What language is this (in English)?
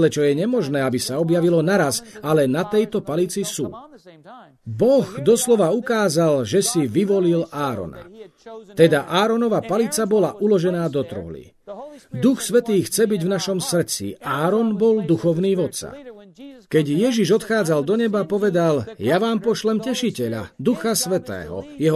Slovak